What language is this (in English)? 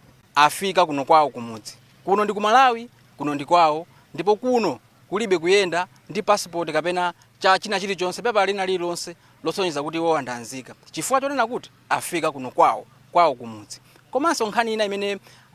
Nyanja